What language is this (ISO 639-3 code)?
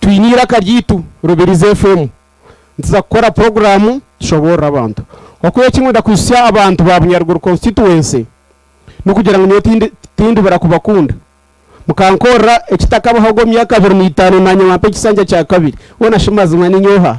nyn